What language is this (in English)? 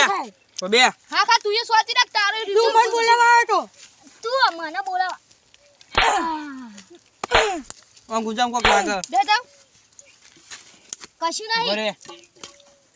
Gujarati